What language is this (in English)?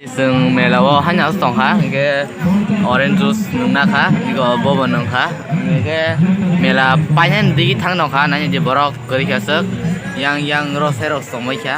Kok Borok